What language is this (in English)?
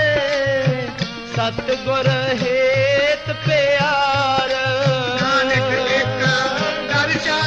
Punjabi